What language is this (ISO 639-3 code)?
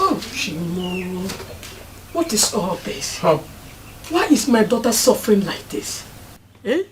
pcm